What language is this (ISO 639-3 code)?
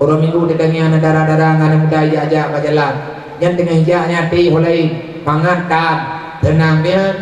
ace